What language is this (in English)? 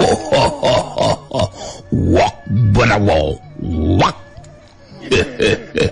Sundanese